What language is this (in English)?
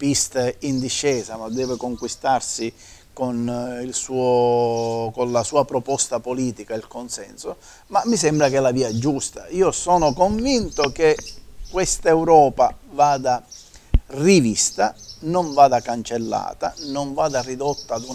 Italian